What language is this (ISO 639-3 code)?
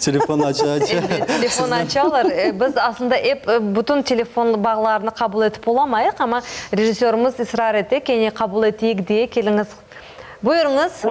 crh